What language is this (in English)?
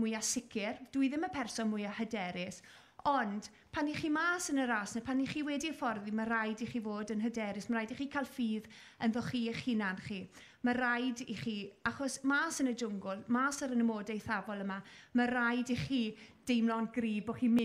Welsh